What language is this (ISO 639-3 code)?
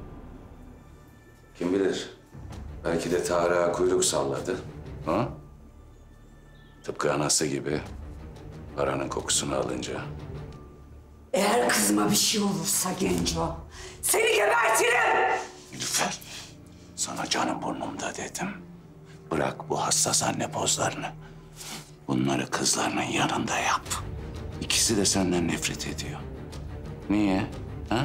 tur